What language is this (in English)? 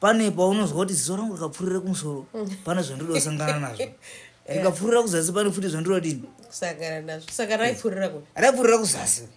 Shona